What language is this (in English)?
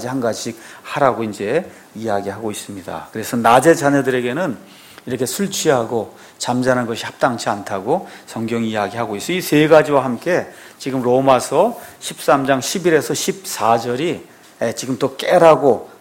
Korean